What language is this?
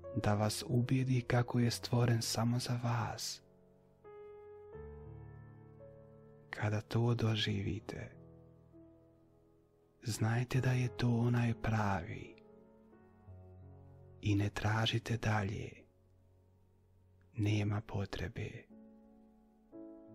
Bosnian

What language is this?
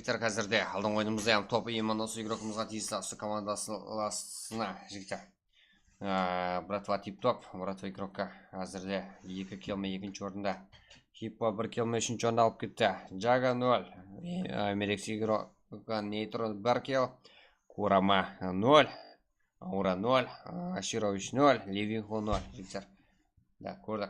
Kara-Kalpak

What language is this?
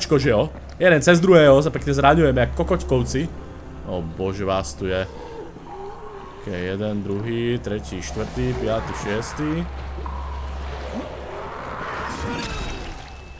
Slovak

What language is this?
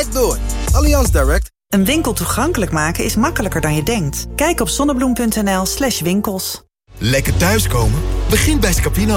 Dutch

